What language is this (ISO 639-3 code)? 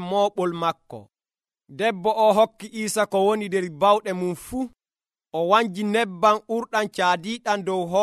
fuv